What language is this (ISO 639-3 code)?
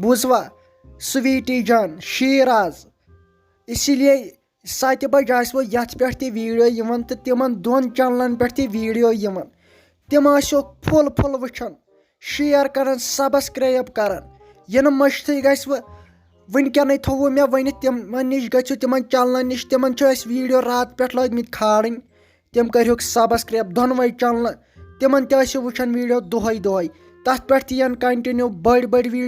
kas